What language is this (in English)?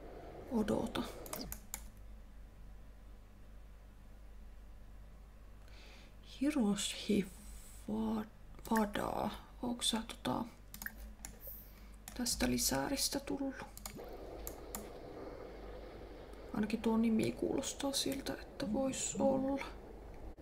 Finnish